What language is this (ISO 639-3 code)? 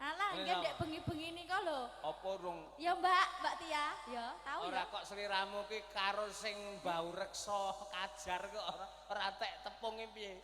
jav